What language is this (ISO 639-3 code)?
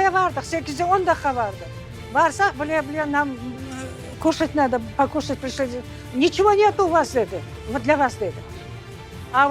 crh